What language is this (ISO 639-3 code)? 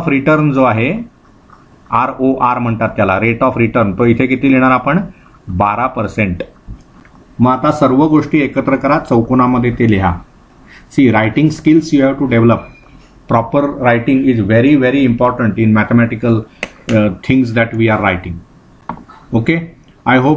mar